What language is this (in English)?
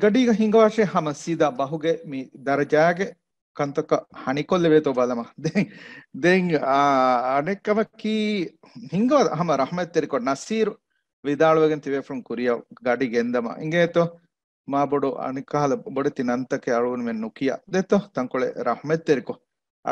Divehi